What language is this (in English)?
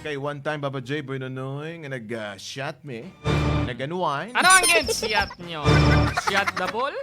Hiligaynon